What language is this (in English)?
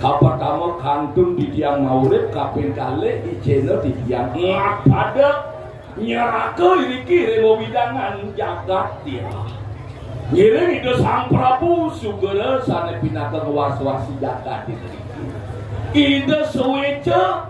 Balinese